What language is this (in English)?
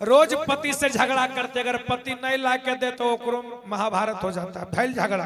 Magahi